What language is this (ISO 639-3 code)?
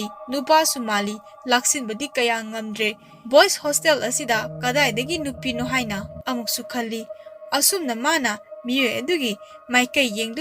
mni